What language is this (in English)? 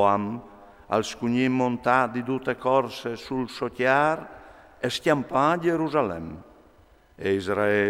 Friulian